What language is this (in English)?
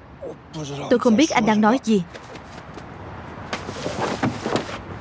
Vietnamese